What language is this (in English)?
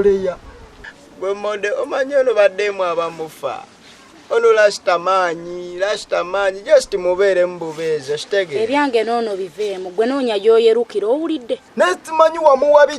Ganda